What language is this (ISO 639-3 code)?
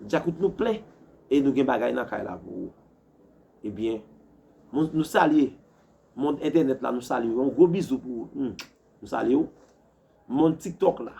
hat